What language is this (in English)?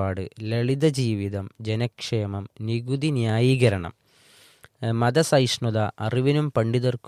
Malayalam